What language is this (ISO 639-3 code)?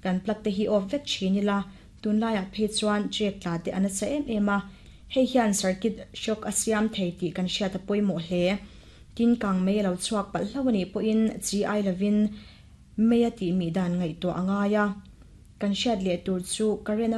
lus